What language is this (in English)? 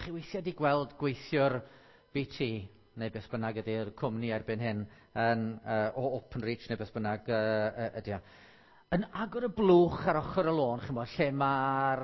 Welsh